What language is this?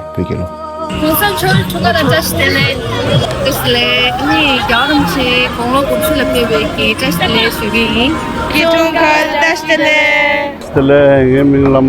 Tibetan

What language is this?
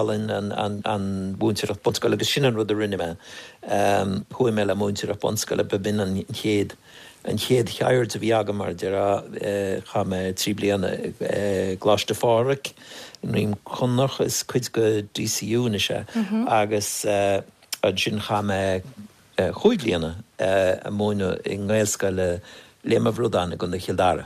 Irish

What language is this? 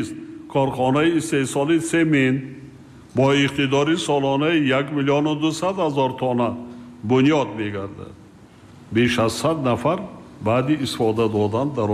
Tajik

